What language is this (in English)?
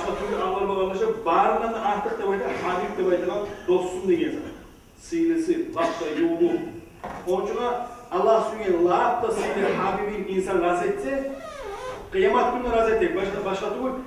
Kumyk